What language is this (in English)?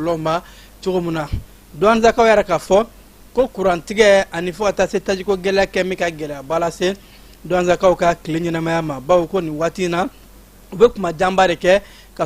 Bambara